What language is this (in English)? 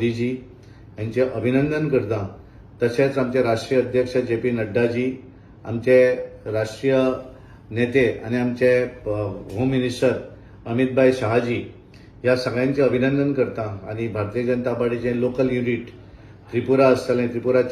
Konkani